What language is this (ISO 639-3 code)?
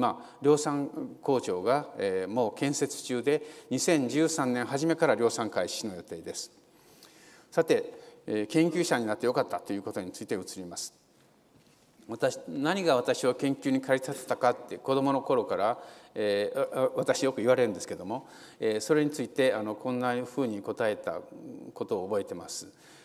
jpn